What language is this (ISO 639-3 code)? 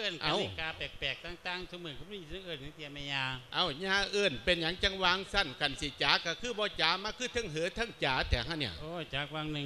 lao